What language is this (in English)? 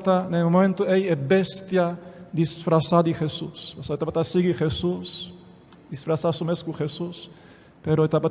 Papiamento